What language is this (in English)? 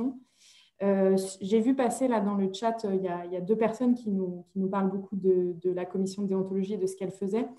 French